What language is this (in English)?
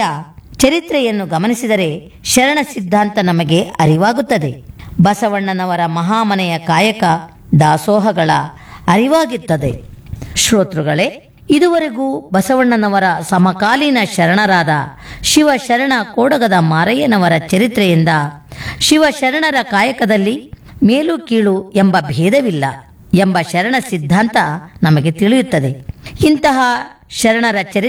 Kannada